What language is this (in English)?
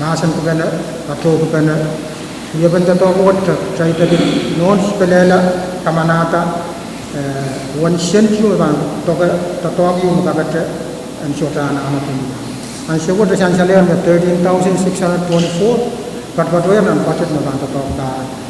Pohnpeian